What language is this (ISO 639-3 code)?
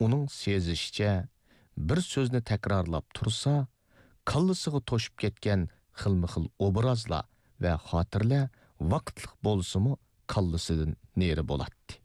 uig